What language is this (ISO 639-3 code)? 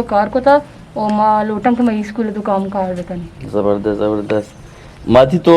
bgp